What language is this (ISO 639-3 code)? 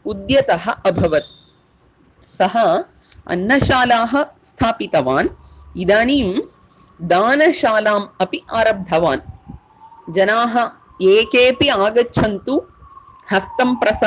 san